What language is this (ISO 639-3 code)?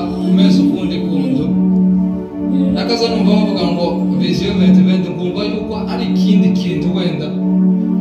kin